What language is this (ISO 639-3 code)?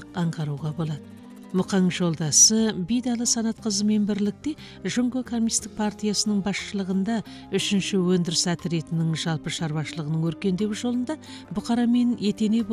kaz